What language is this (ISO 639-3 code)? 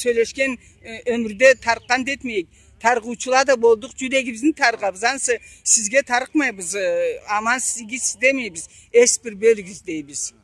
krc